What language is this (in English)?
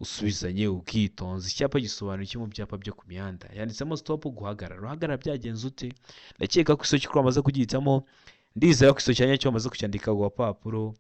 Kinyarwanda